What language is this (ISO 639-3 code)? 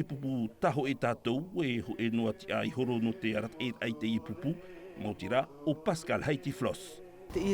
tah